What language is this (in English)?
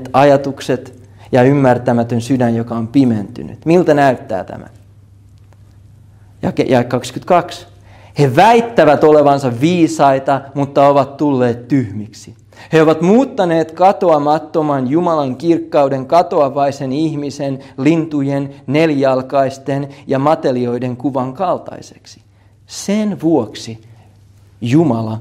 Finnish